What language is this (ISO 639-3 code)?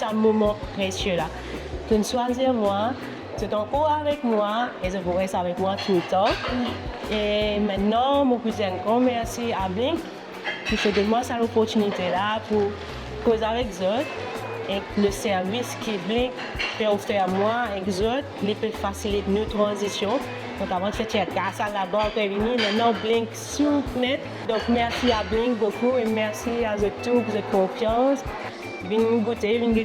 mfe